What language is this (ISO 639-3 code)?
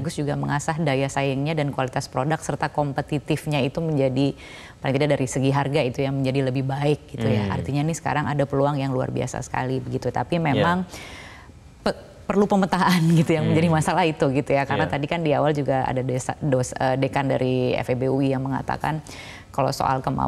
ind